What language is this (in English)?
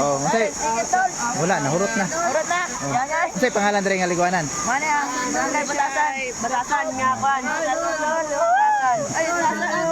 Cebuano